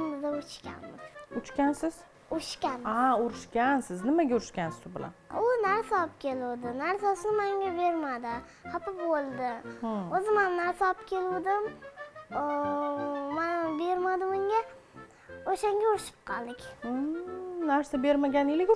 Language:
Uzbek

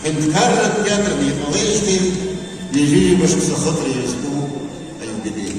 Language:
Abkhazian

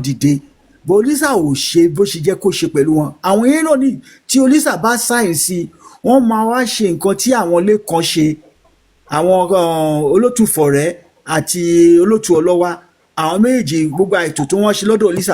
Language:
Yoruba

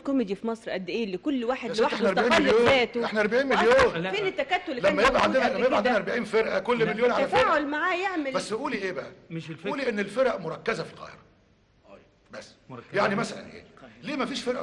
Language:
Egyptian Arabic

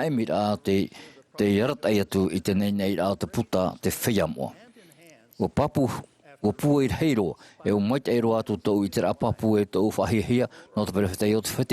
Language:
Tahitian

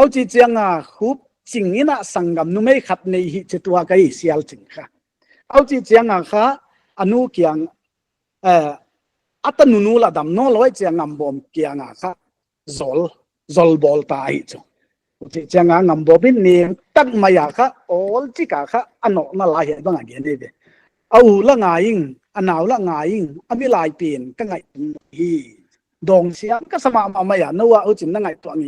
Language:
Paite Chin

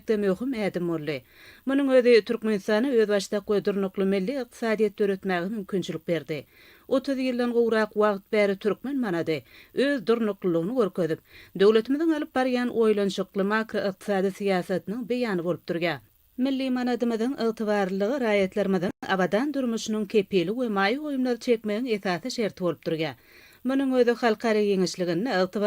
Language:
Turkmen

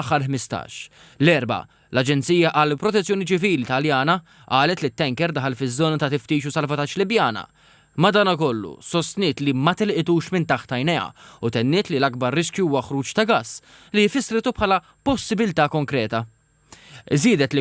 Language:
Maltese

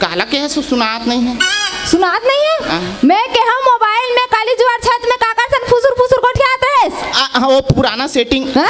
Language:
Chhattisgarhi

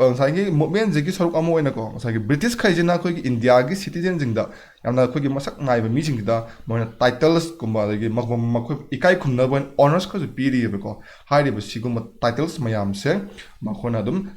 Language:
Manipuri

